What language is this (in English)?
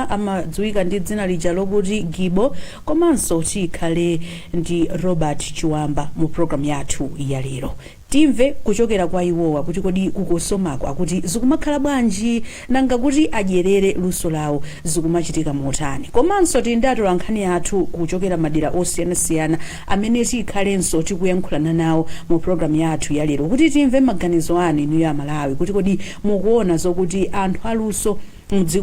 Nyanja